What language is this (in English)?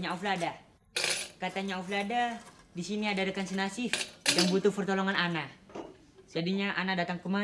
Betawi